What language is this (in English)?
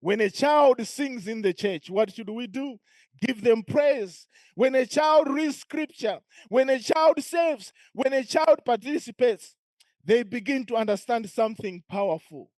English